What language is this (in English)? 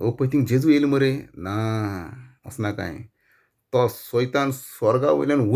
Konkani